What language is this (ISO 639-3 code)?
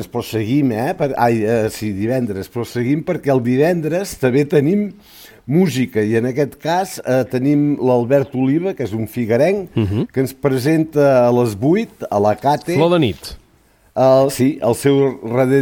cat